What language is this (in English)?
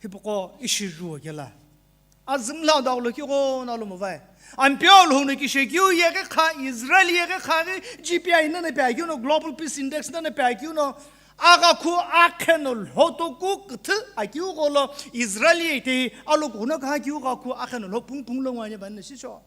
Sumi Naga